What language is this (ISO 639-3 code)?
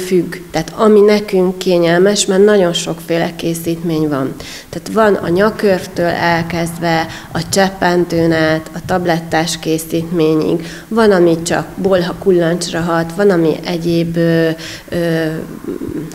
hun